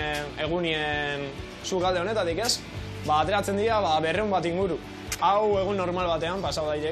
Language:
Basque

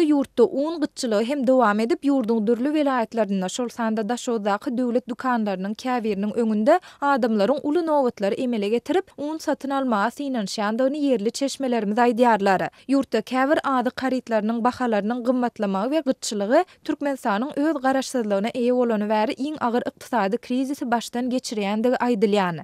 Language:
Turkmen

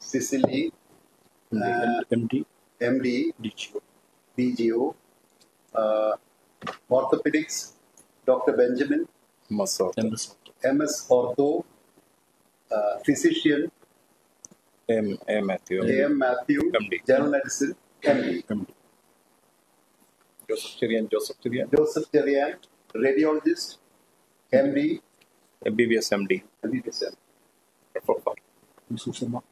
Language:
Malayalam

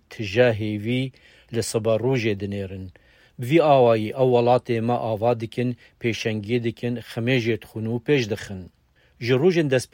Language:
Kurdish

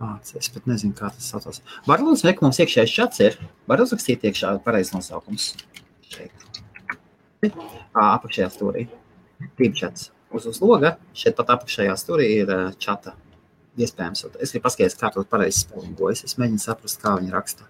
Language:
Latvian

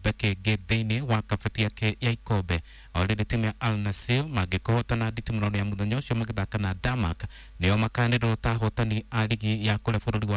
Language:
Kikuyu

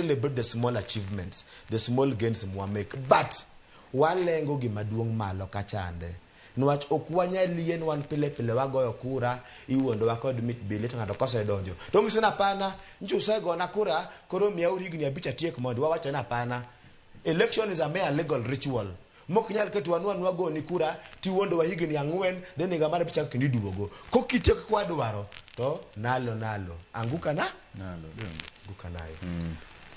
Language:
Luo (Kenya and Tanzania)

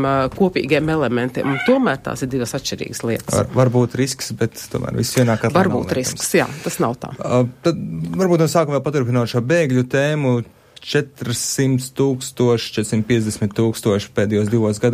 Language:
Latvian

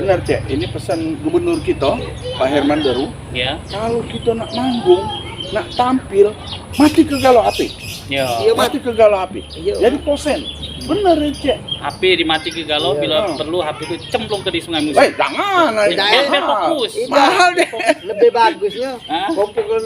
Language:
Musi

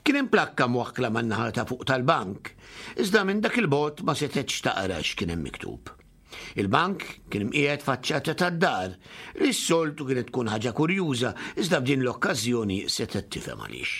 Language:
Maltese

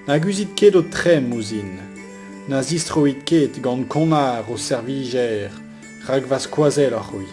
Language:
Breton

